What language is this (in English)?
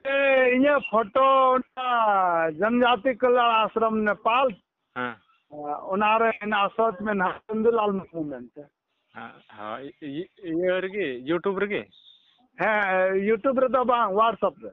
Santali